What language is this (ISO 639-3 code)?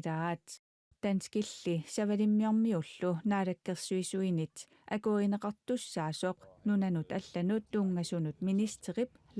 kal